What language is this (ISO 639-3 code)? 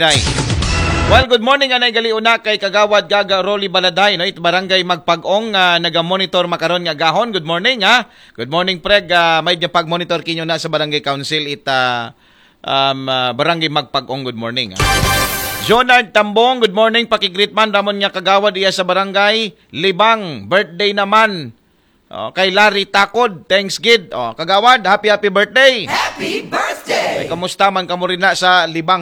akl